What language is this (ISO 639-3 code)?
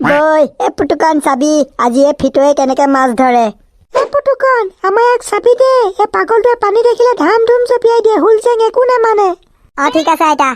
asm